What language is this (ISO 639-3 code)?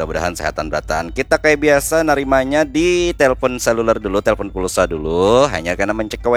bjn